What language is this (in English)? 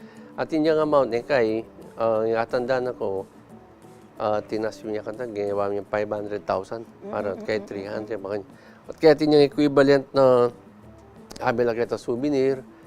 Pampanga